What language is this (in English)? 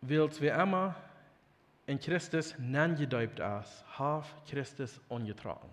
Plautdietsch